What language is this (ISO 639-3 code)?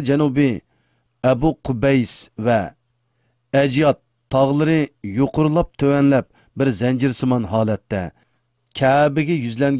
uig